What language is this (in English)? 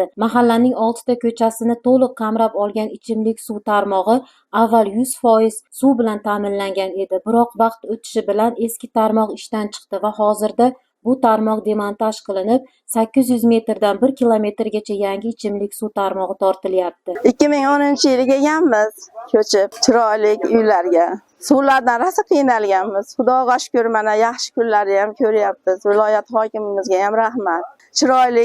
Uzbek